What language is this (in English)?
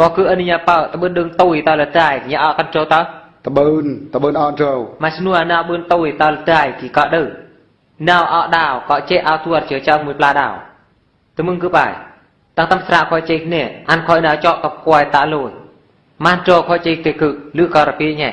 Eastern Bru